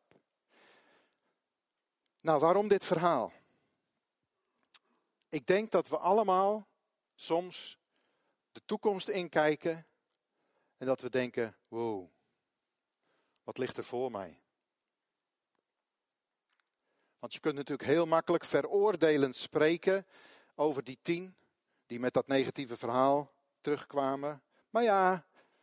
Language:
Dutch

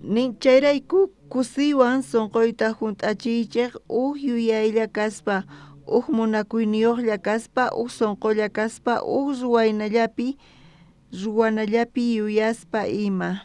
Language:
South Bolivian Quechua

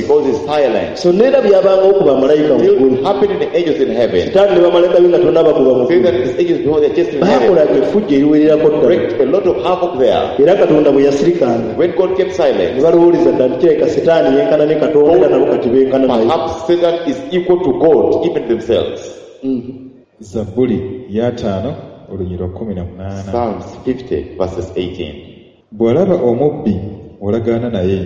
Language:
Ganda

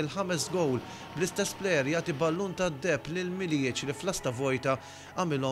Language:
Maltese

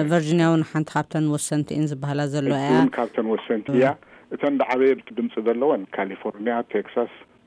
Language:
Tigrinya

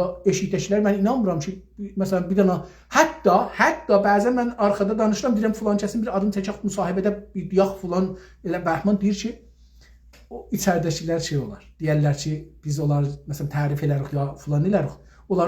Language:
South Azerbaijani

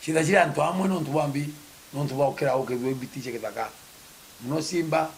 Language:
Meru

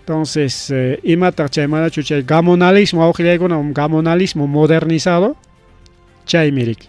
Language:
Ayacucho Quechua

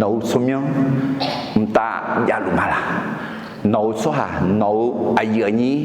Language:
Akha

